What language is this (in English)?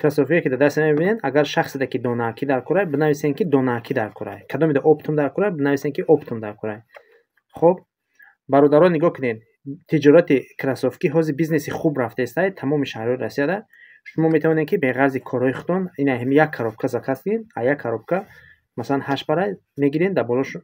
Tajik